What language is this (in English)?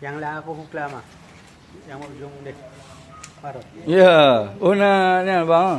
Achinese